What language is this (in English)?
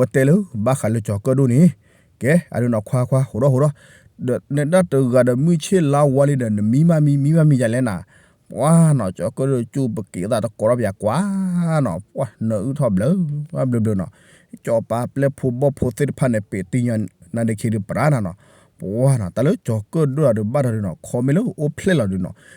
S'gaw Karen